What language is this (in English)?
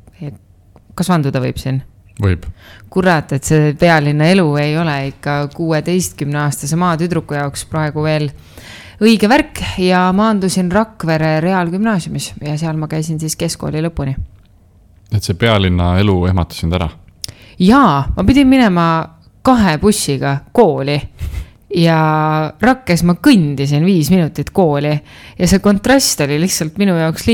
Estonian